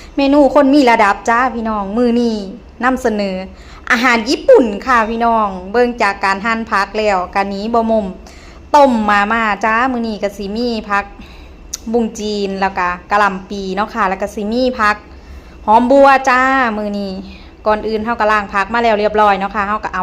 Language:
Northeastern Thai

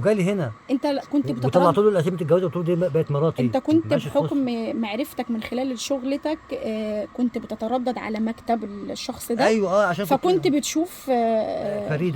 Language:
Egyptian Arabic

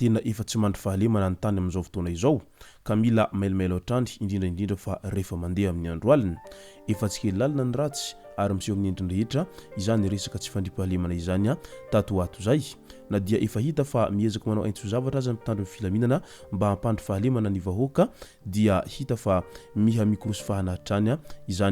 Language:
Malagasy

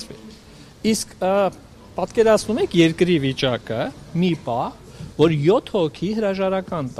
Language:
Armenian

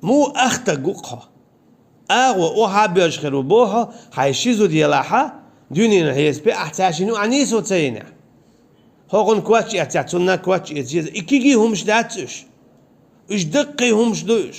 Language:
Chechen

